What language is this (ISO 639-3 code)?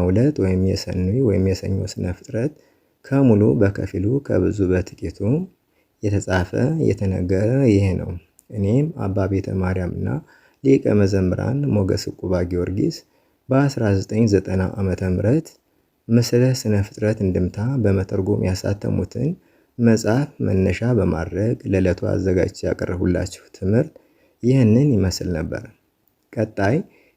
amh